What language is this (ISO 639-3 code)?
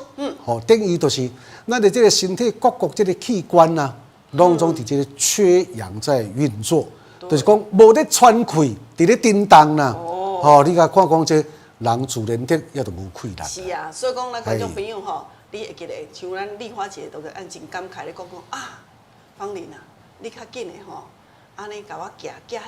nan